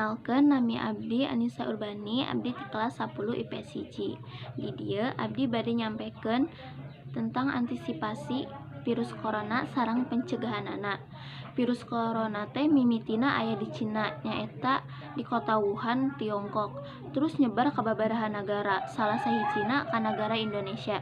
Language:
Sundanese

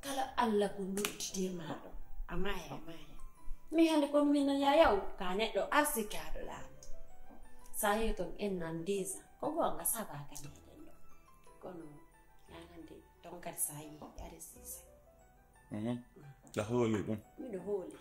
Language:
Fula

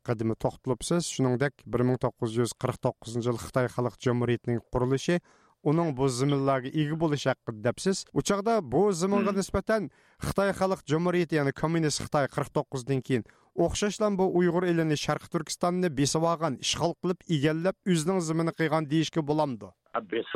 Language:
Uyghur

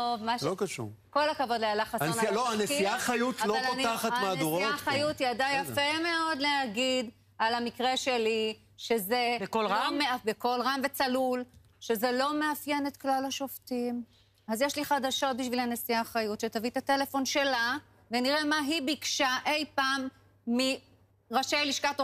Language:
Hebrew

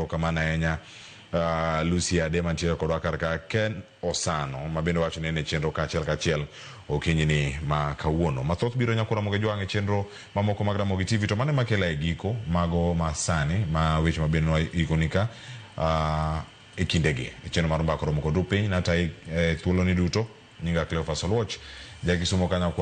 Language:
Luo (Kenya and Tanzania)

